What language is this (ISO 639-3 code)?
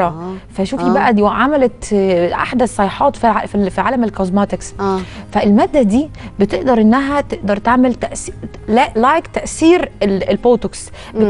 arz